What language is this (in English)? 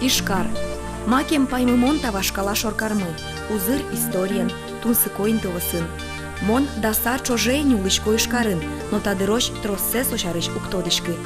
Udmurt